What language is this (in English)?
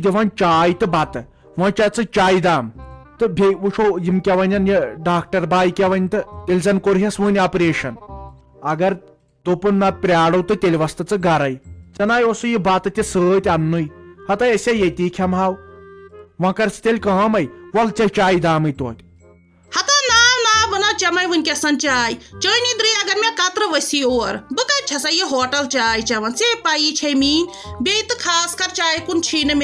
Kashmiri